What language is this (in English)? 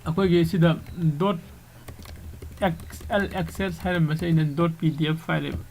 Manipuri